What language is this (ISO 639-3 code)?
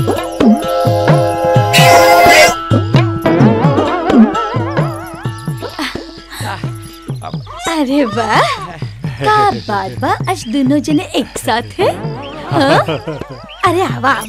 bho